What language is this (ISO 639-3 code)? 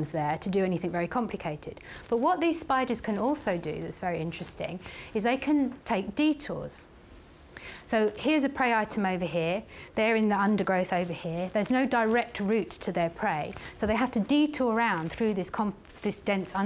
eng